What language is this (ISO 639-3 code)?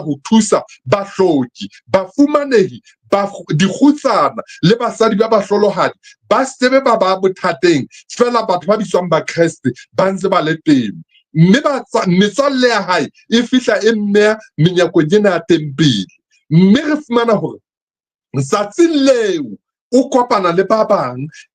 sot